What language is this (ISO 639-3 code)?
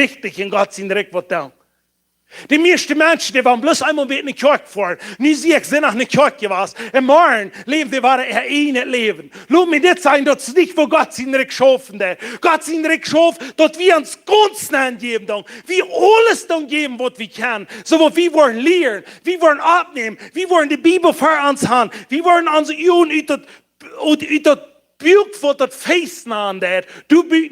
pdt